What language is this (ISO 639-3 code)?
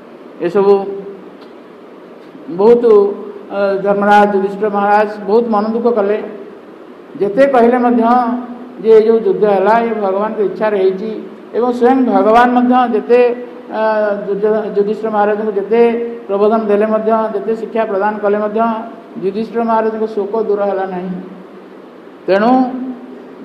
ori